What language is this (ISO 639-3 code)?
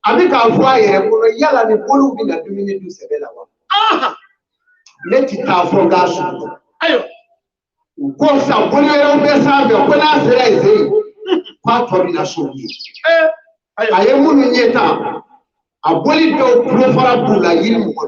bam